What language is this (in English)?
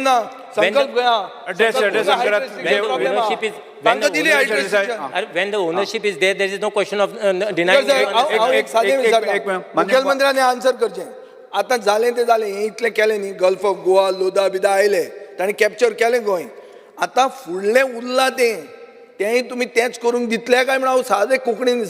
Konkani